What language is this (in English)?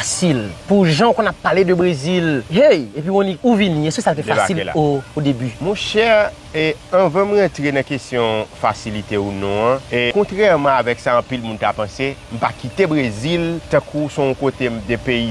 Haitian Creole